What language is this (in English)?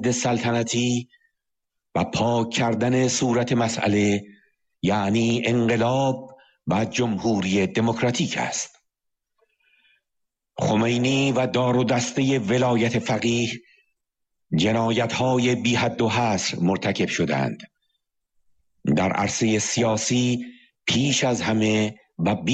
Persian